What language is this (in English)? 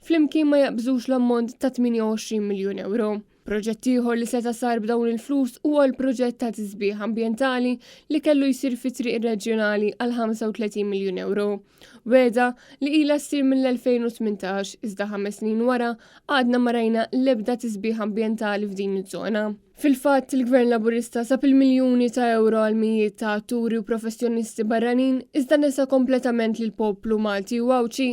Maltese